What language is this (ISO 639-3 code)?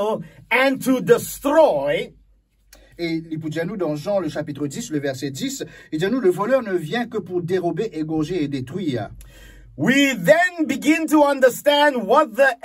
mfe